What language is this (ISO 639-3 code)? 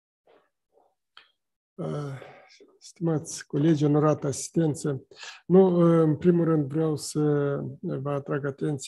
ron